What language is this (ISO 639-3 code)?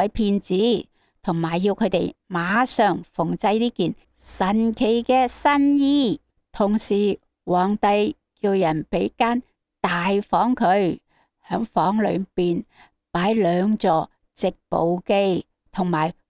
yue